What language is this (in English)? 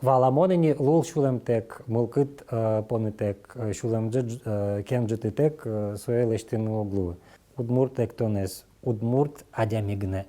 Udmurt